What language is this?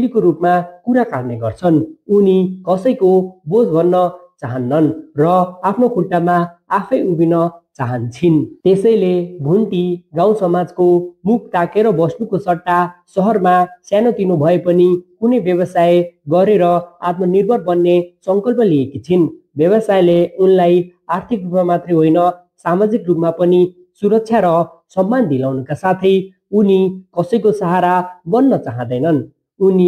Nepali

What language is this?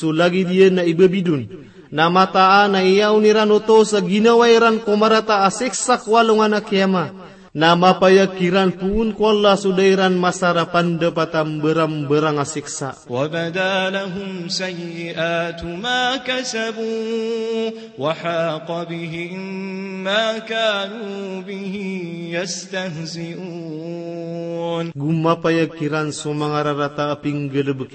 Maranao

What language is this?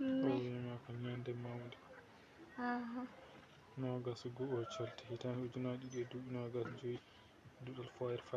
Fula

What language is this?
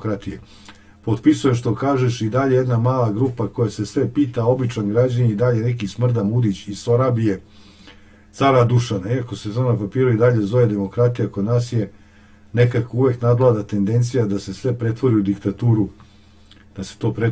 Serbian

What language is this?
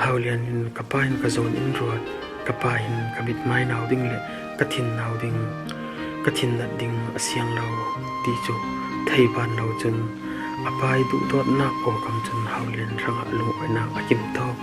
Falam Chin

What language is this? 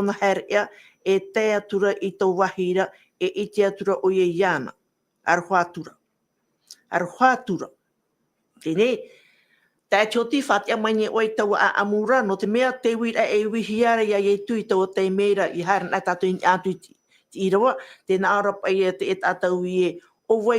Tahitian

